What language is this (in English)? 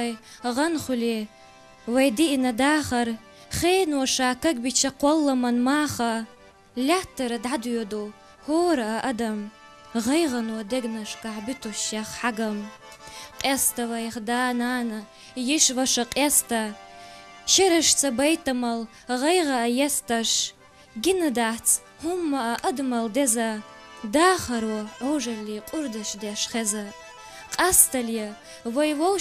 Chechen